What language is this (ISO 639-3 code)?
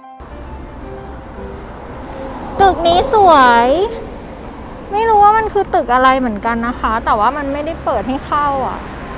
tha